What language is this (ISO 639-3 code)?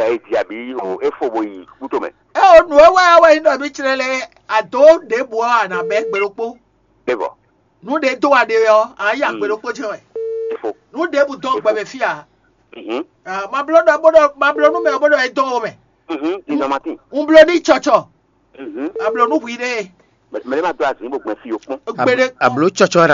fon